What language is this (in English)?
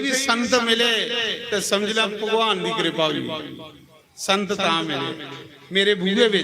Dogri